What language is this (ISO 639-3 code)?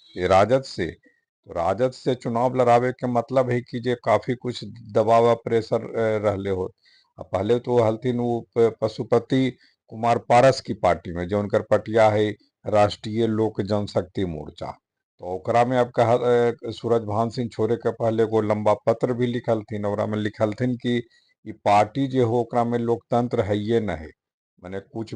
mag